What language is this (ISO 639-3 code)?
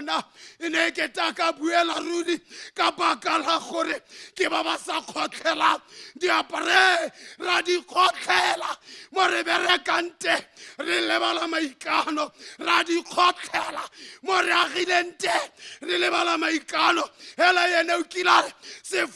tsn